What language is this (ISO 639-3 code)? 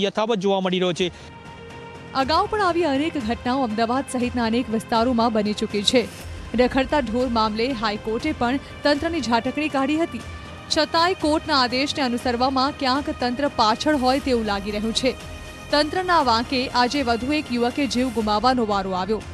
guj